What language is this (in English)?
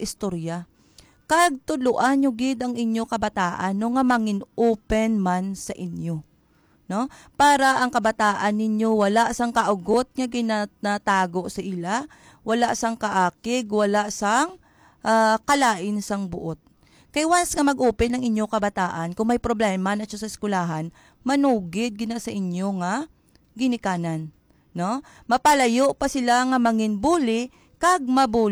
Hiligaynon